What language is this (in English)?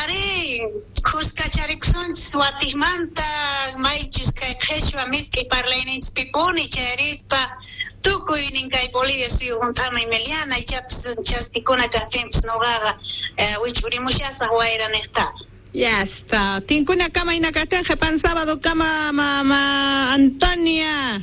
South Bolivian Quechua